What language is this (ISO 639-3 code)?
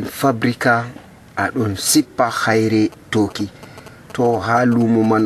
fuv